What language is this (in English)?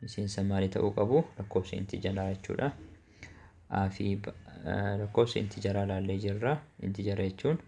Oromo